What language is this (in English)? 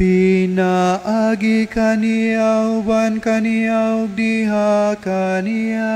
Cebuano